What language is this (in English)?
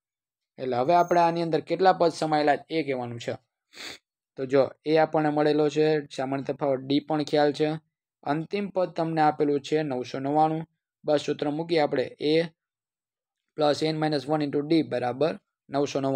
Gujarati